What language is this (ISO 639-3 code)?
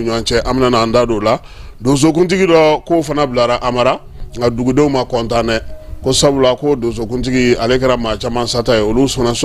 bam